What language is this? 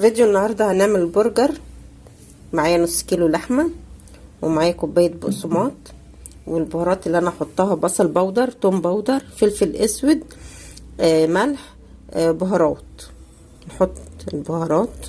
Egyptian Arabic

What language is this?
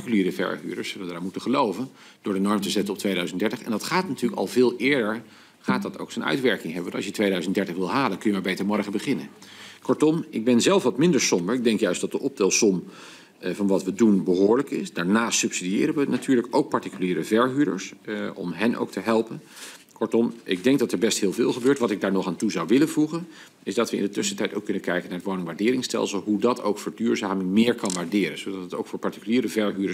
Dutch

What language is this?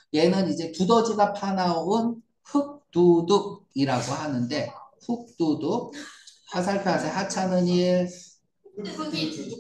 Korean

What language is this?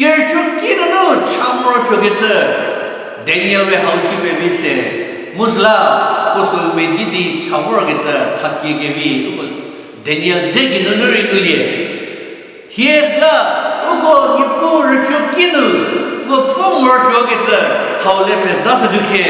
Angami Naga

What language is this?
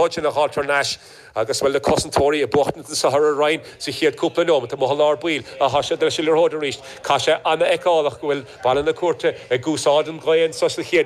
Irish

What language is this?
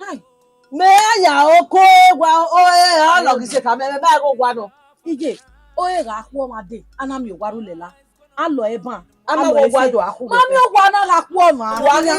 Bini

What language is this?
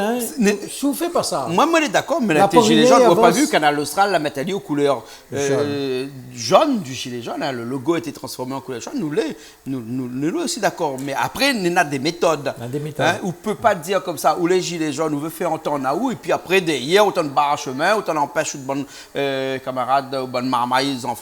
Réunion Creole French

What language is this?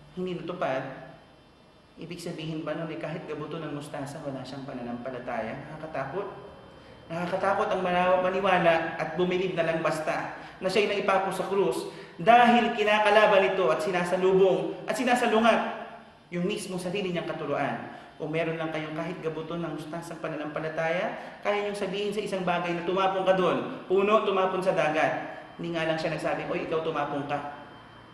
Filipino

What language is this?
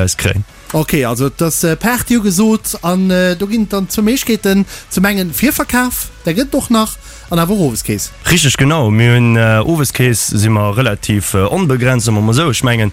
Luxembourgish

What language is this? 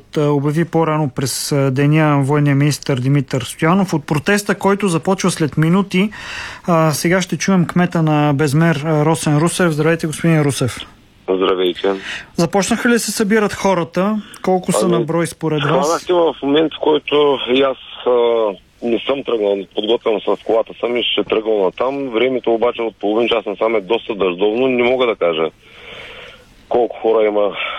Bulgarian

